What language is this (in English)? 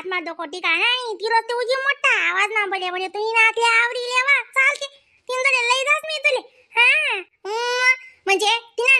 Khandesi